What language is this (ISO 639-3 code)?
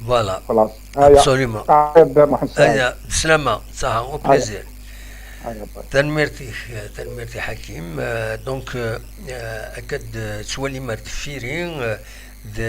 kab